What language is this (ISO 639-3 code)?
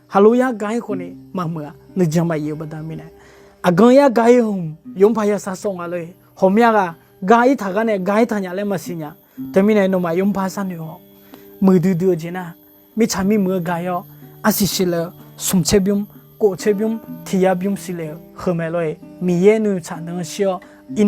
ahk